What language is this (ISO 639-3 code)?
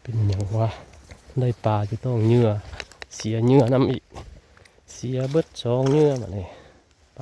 tts